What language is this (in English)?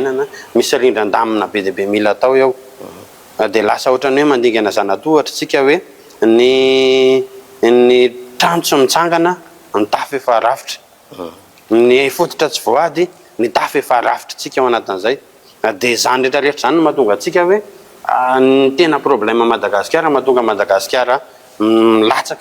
Malagasy